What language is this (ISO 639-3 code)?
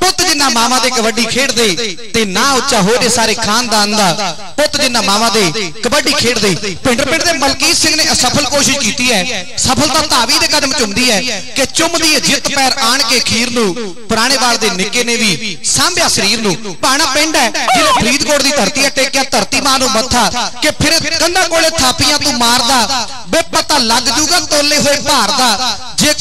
pan